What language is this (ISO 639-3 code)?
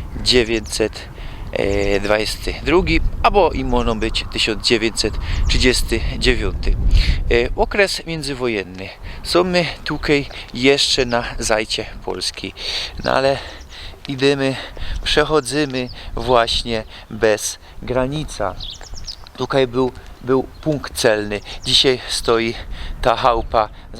szl